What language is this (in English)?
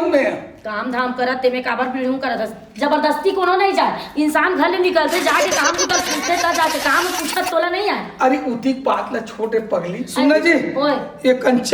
Chhattisgarhi